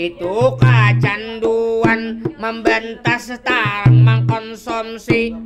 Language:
Banjar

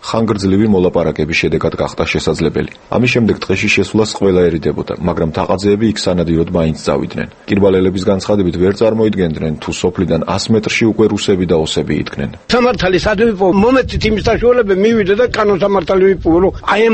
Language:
Georgian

